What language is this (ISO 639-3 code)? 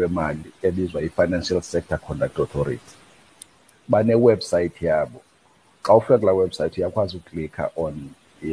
xho